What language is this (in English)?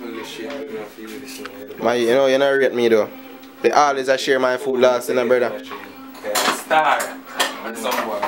Jamaican Creole English